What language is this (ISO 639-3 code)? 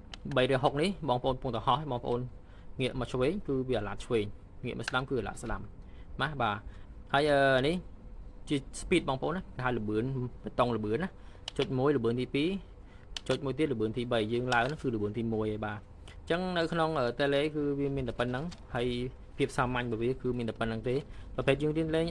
khm